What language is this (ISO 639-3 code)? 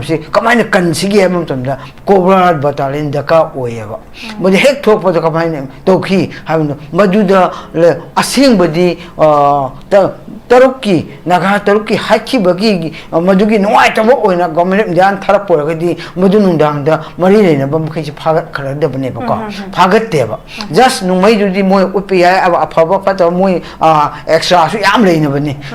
mni